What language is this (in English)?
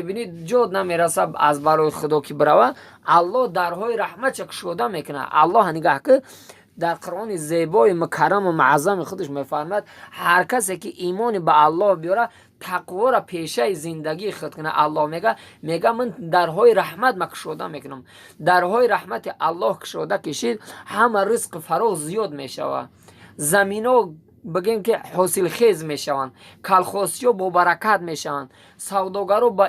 Tajik